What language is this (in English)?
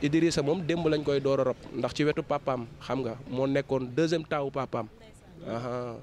Wolof